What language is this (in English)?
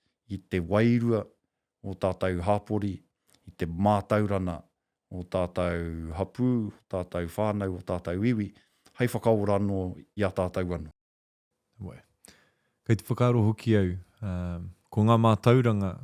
Māori